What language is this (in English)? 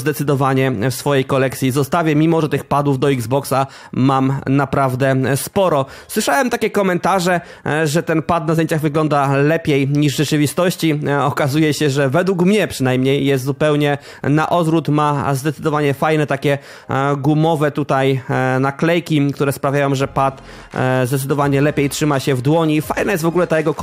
Polish